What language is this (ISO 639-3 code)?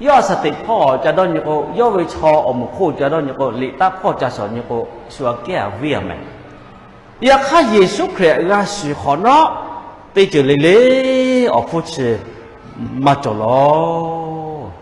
lhu